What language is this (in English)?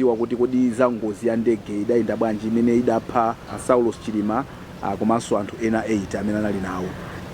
Nyanja